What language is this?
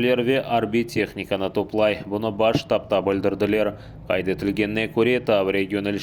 Crimean Tatar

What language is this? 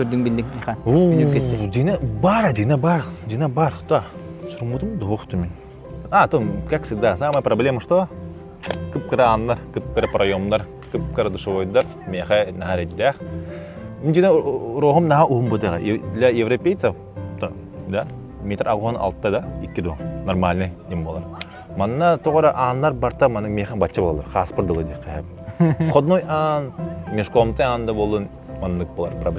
Yakut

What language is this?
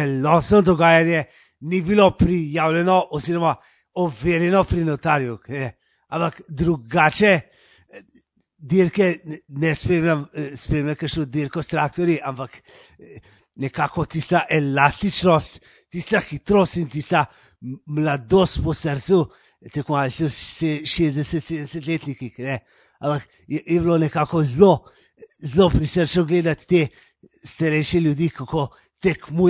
Slovenian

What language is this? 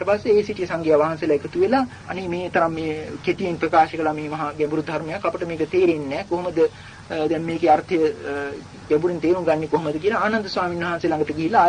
Sinhala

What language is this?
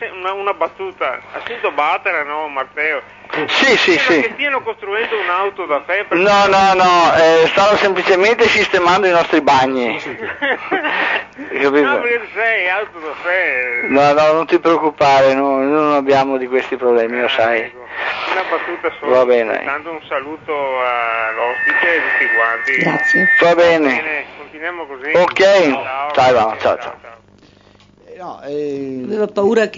Italian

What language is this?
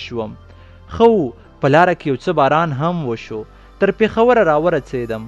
Pashto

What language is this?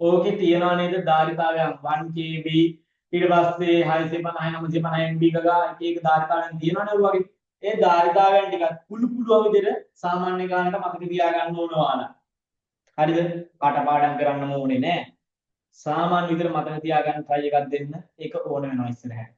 Sinhala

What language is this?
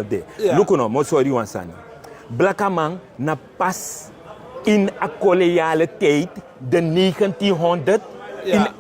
Sranan Tongo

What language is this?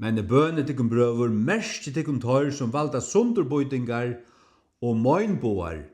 Faroese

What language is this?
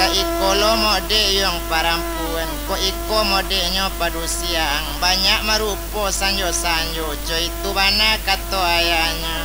Minangkabau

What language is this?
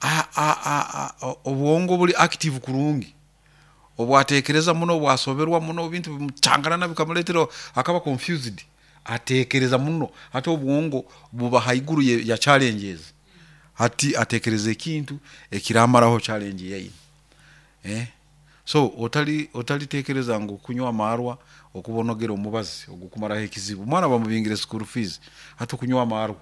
Nyoro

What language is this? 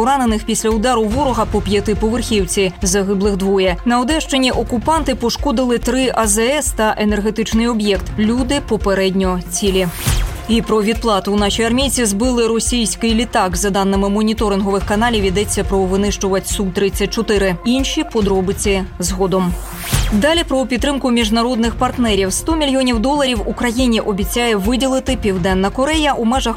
Ukrainian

